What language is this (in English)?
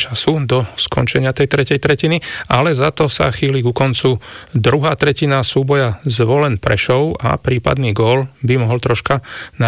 Slovak